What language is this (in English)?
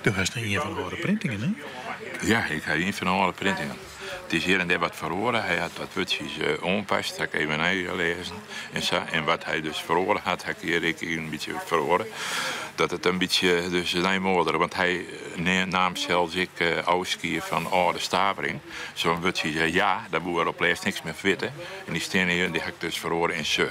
Western Frisian